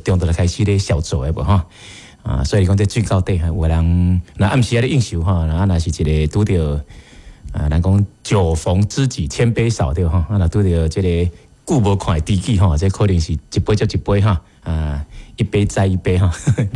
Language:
Min Nan Chinese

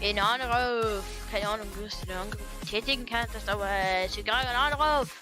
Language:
Bavarian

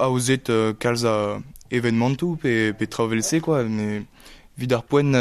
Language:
Breton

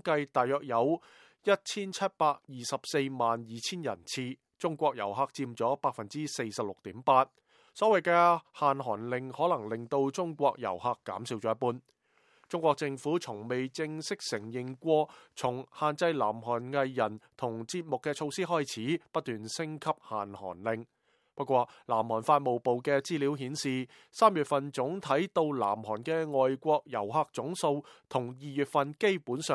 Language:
Cantonese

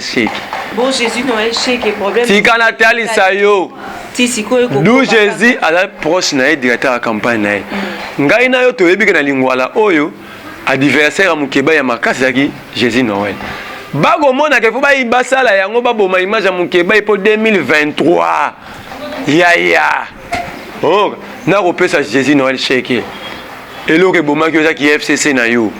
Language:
Lingala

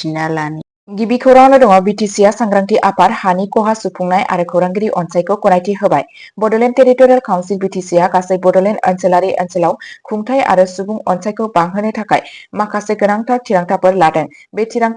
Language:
Bodo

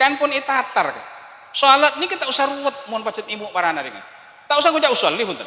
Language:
Madurese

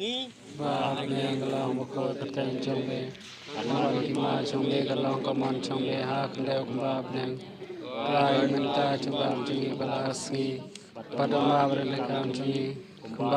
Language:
Khasi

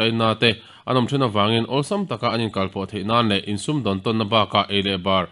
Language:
Mizo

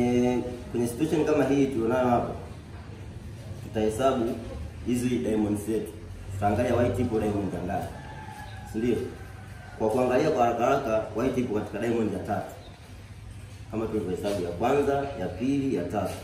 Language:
Swahili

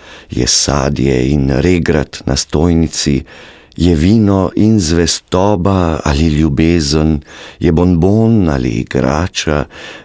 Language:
Slovenian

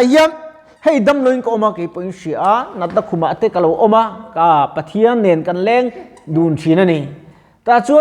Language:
Mizo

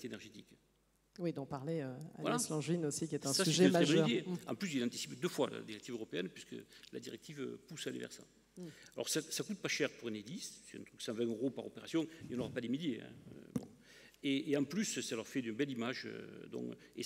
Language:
French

